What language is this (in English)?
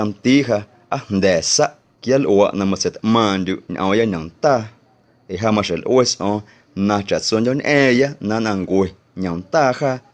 Guerrero Amuzgo